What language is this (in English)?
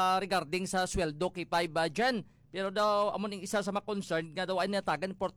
Hiligaynon